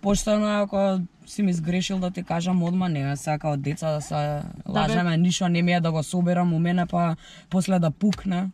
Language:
Macedonian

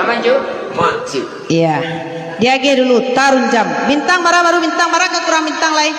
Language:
Minangkabau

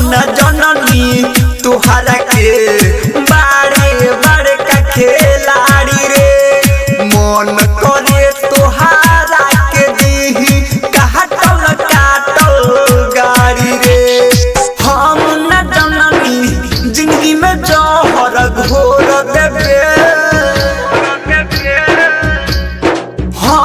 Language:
Bhojpuri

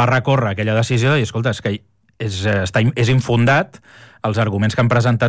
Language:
Catalan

